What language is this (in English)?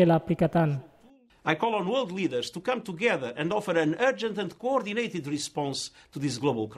Tetum